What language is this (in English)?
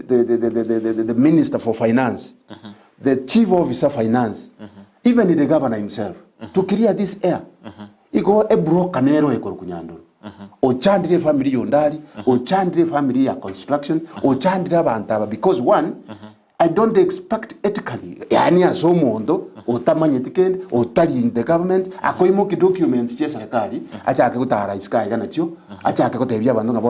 Gusii